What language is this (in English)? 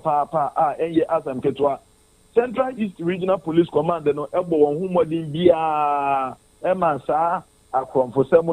Akan